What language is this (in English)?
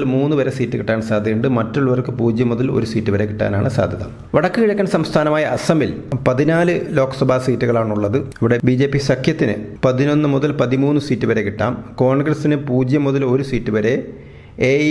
Malayalam